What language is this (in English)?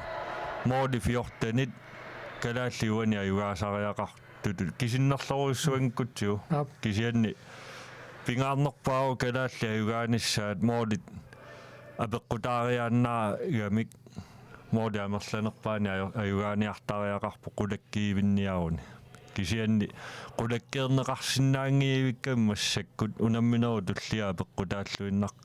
Kalaallisut